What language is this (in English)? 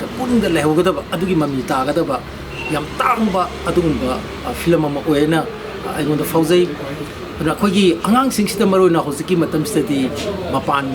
Manipuri